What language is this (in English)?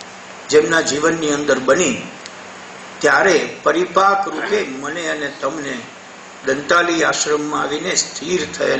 Gujarati